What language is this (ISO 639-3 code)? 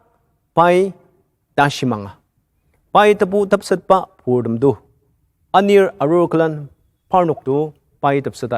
njo